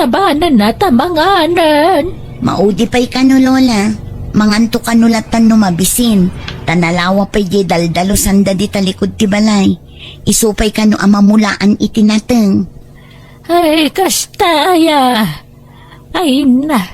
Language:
Iloko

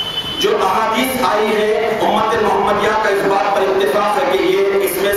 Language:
Urdu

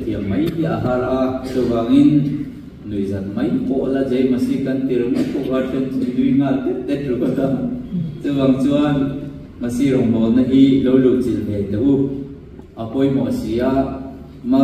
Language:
Mizo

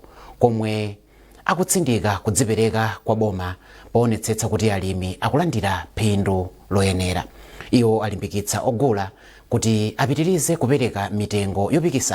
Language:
Nyanja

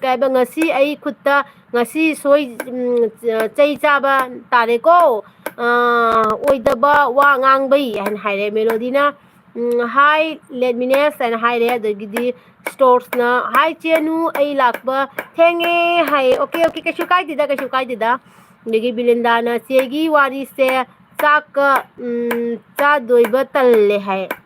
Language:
Manipuri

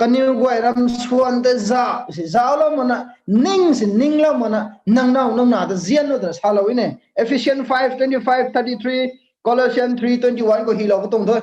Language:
Rongmei Naga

